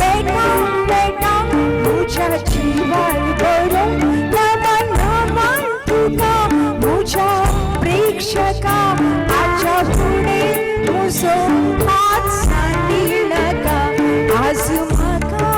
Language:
Konkani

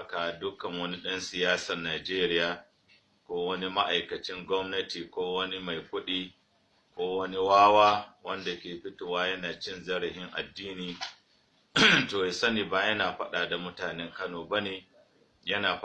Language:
Hausa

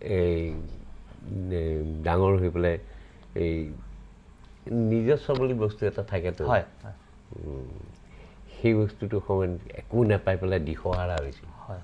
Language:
Assamese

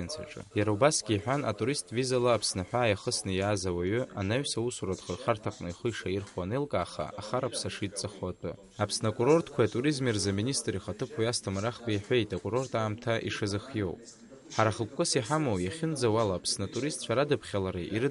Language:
Abkhazian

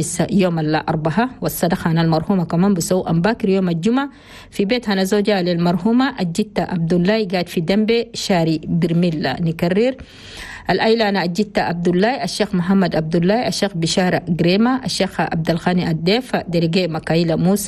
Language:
Chadian Arabic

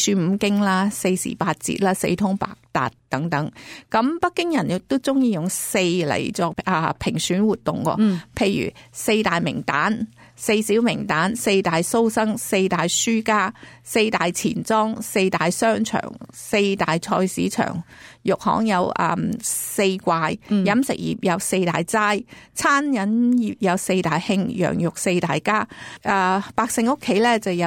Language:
Cantonese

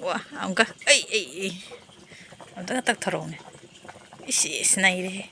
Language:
Manipuri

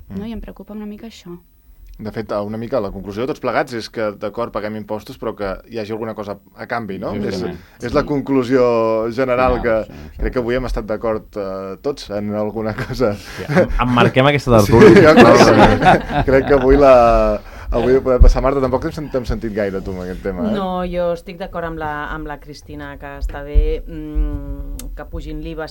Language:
Catalan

